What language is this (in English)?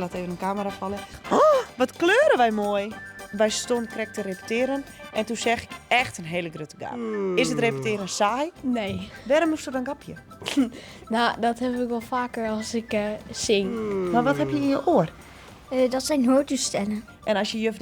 Western Frisian